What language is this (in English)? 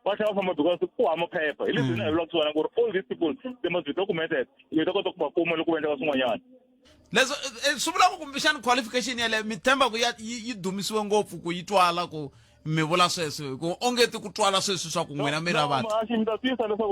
Tsonga